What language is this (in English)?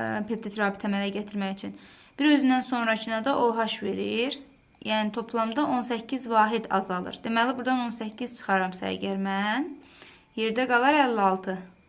Azerbaijani